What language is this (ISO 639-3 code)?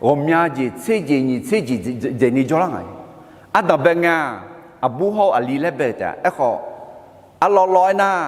ahk